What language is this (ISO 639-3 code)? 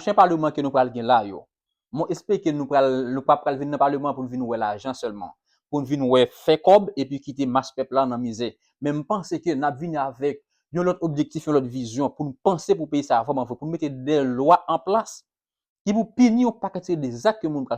hat